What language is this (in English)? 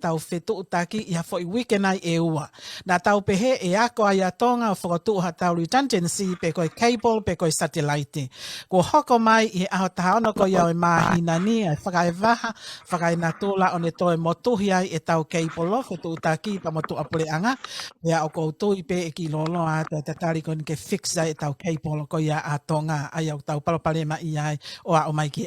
Tongan